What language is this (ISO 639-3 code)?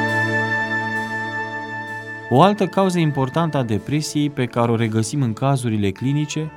ron